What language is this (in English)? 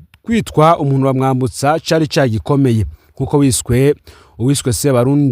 Rundi